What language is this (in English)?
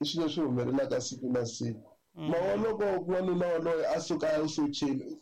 Tsonga